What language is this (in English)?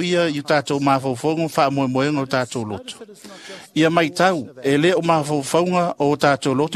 Samoan